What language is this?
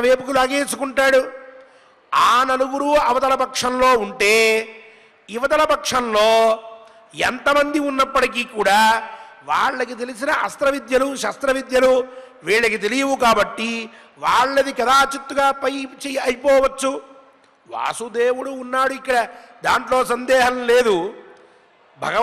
Telugu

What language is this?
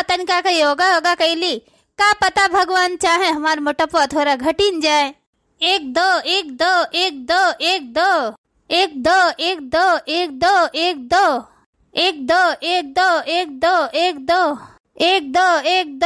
Awadhi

